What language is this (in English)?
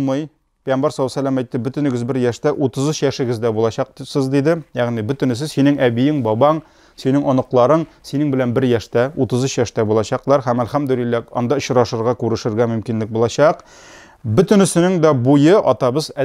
Tatar